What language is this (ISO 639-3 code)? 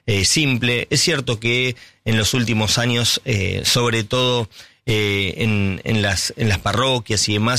spa